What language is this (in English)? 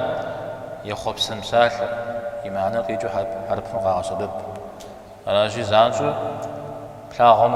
Kabardian